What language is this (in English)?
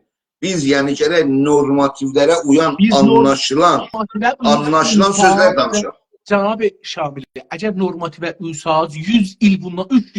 South Azerbaijani